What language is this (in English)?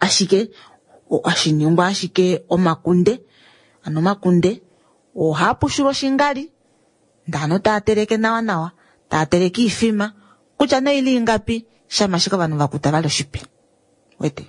Kuanyama